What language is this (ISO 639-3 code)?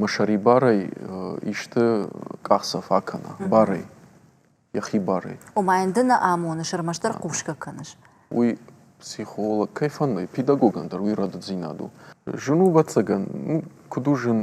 oss